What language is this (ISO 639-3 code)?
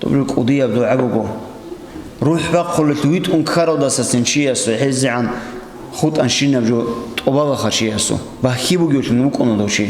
ava